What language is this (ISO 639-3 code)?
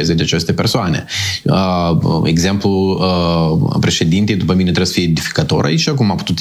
ron